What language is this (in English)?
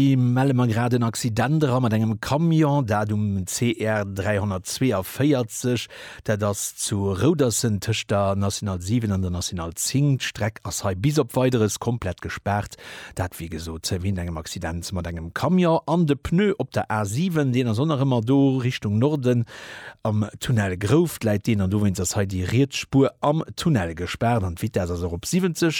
Luxembourgish